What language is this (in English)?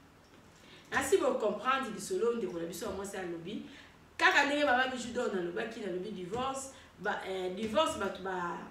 Lingala